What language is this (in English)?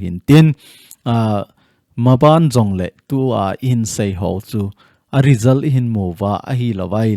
Thado Chin